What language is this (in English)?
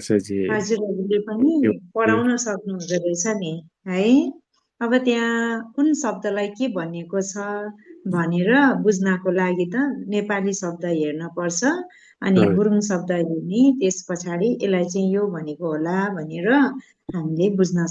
Nepali